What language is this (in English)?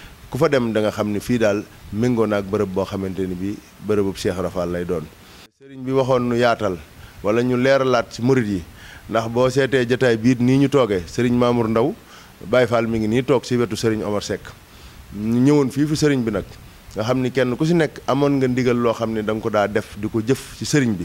Wolof